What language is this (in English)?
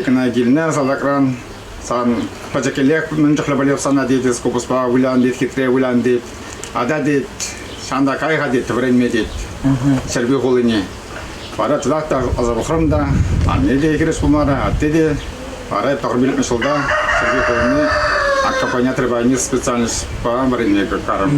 Chuvash